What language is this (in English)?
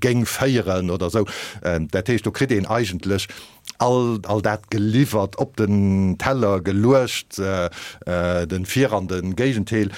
Luxembourgish